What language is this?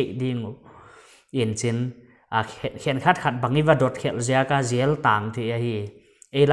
Paite Chin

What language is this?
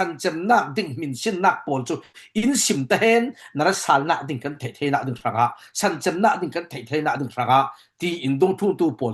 Falam Chin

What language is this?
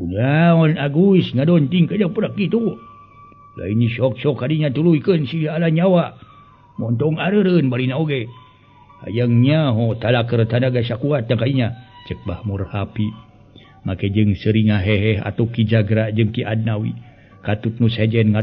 Sundanese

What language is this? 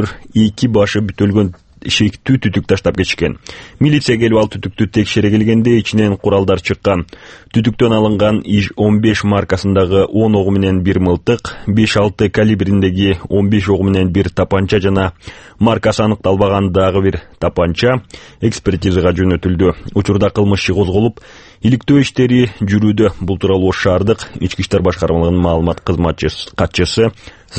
Kyrgyz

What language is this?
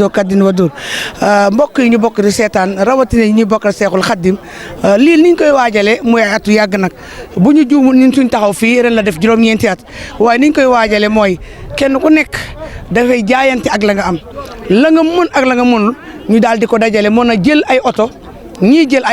Wolof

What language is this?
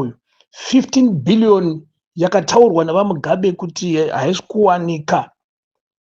Shona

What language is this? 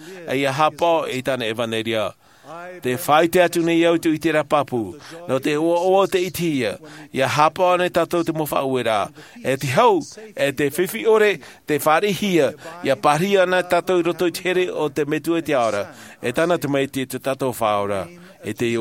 Tahitian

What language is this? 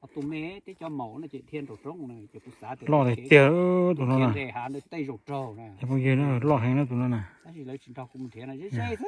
Hmong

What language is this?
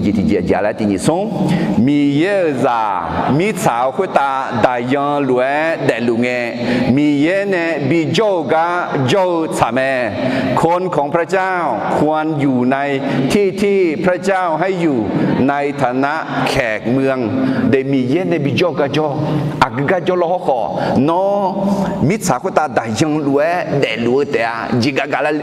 Akha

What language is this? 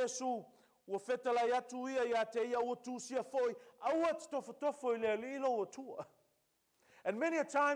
Samoan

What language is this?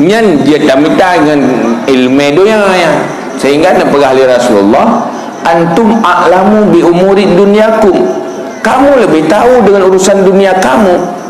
Achinese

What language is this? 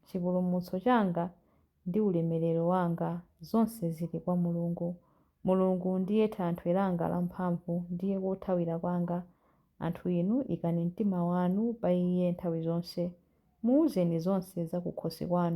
Nyanja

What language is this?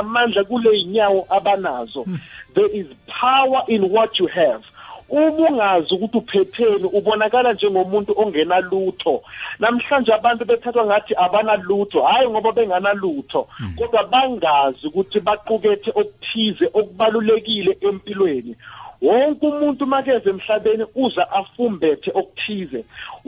South Ndebele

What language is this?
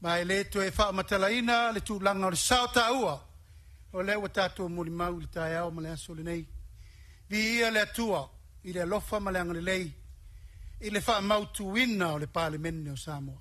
Samoan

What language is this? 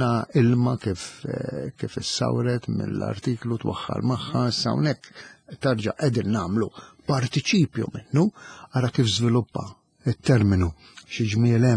Maltese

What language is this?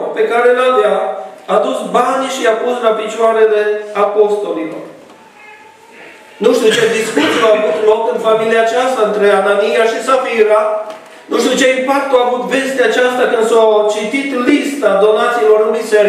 Romanian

